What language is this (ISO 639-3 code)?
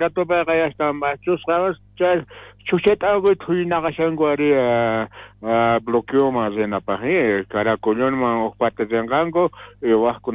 quh